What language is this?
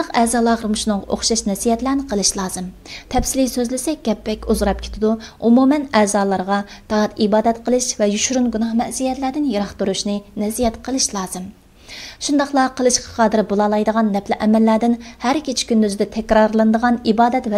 Uyghur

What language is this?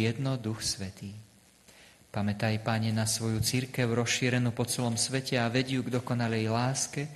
Slovak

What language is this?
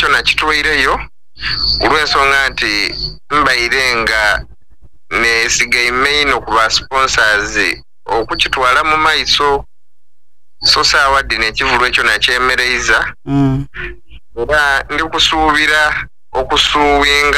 Soga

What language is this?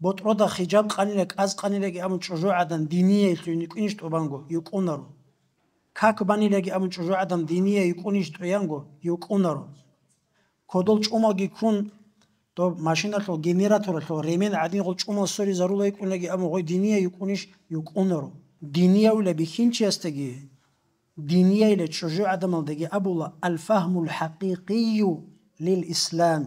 Avaric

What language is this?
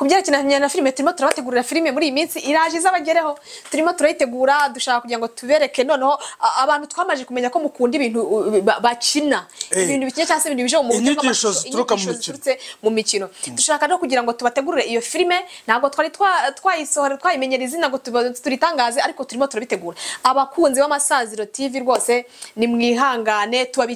Kinyarwanda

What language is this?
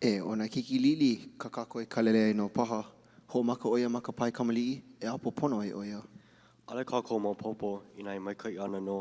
Hawaiian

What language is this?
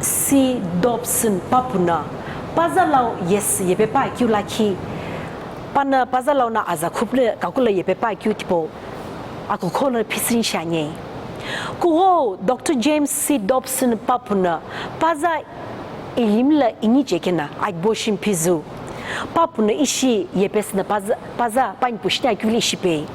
Sumi Naga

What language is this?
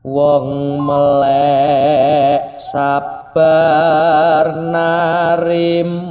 Javanese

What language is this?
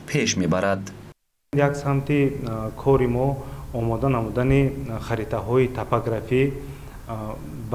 Tajik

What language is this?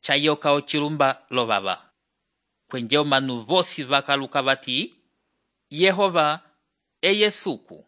Umbundu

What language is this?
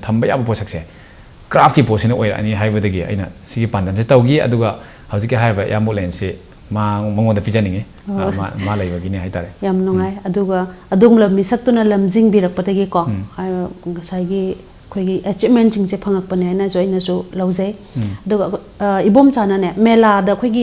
Manipuri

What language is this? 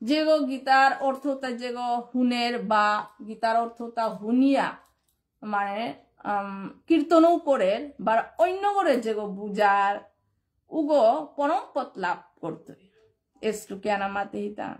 Bishnupriya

